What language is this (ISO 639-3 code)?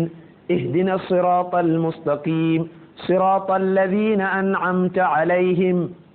hau